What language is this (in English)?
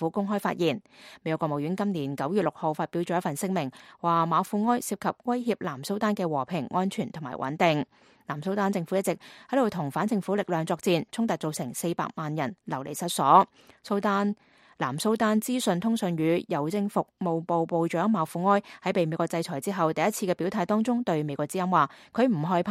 Cantonese